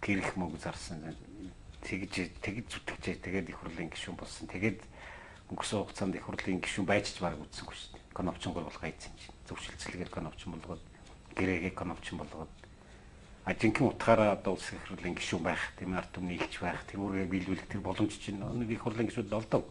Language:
Mongolian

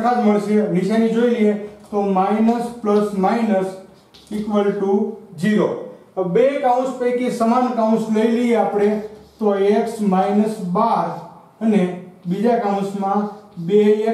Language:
Gujarati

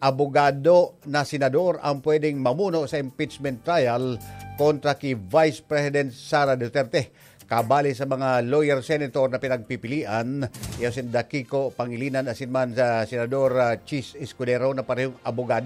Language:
Bikol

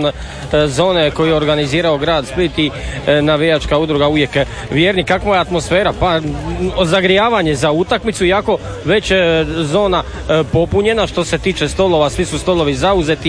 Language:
Croatian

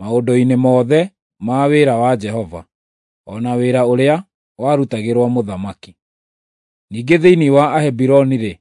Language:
Kikuyu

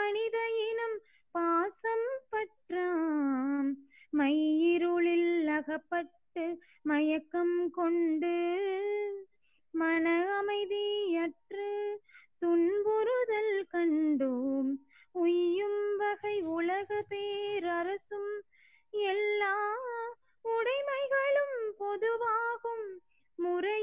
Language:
Tamil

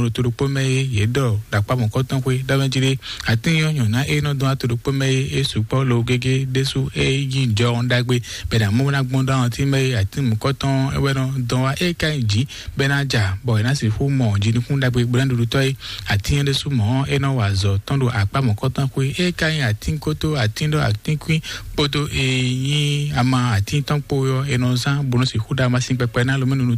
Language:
Fon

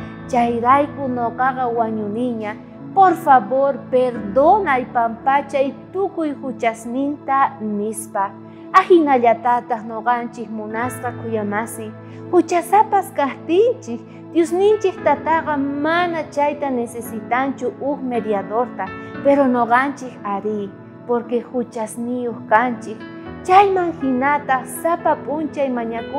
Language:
South Bolivian Quechua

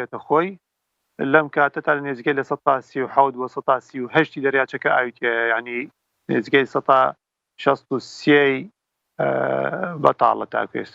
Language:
Central Kurdish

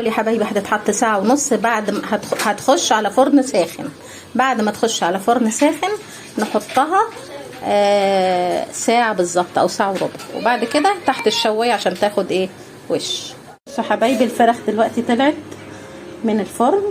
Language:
Egyptian Arabic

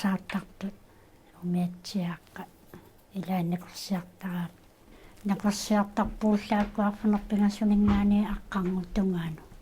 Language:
Kalaallisut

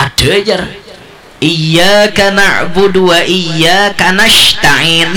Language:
Banjar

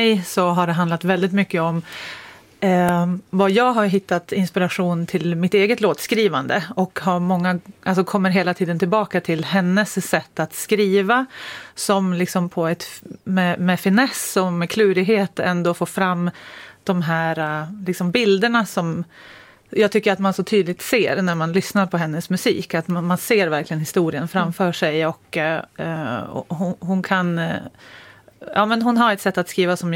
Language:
Swedish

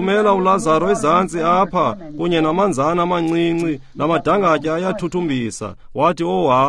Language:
Xhosa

